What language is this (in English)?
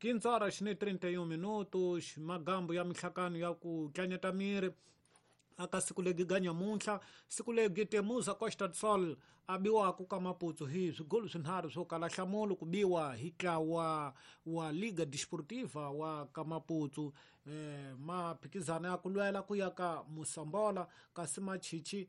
Tsonga